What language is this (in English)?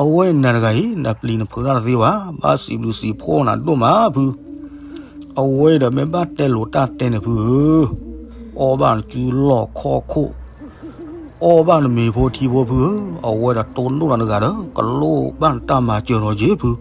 S'gaw Karen